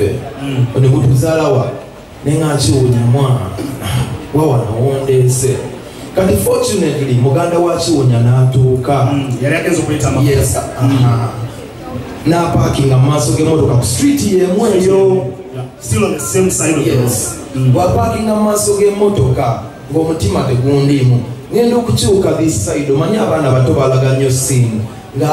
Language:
Ganda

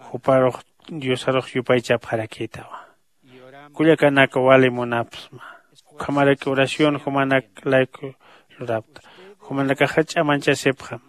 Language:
Aymara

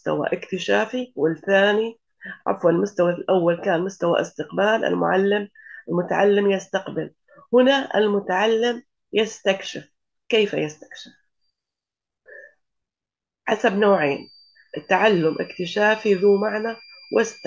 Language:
Arabic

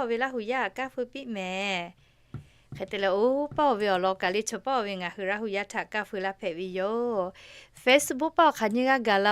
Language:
Lahu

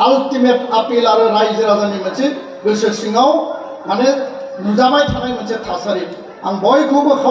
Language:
Bodo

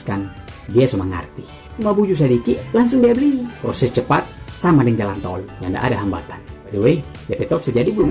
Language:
Manado Malay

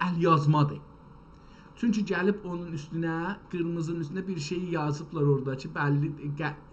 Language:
South Azerbaijani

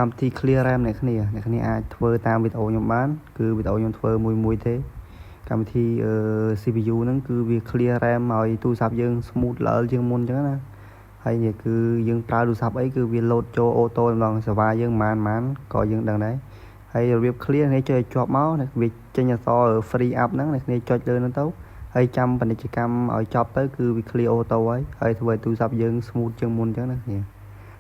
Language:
Khmer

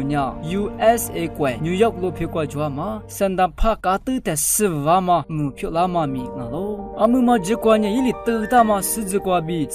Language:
Lisu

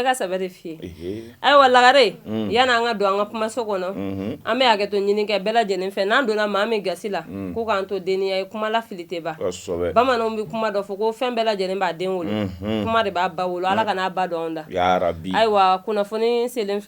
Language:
Bambara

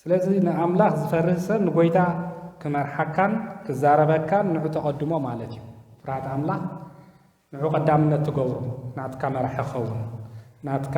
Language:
Tigrinya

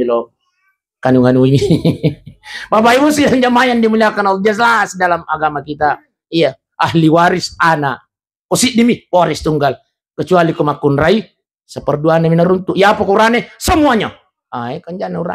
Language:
Buginese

